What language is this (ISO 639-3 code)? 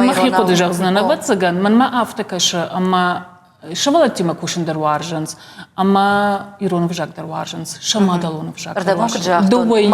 oss